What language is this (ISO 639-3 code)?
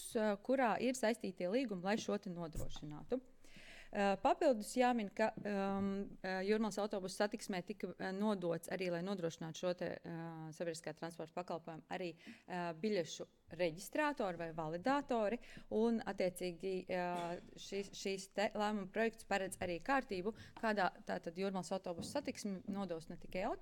lav